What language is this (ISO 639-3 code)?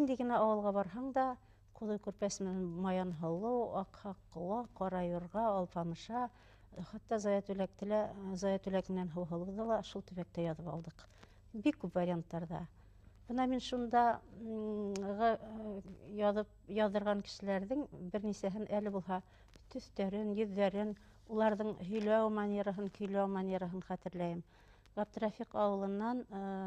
bak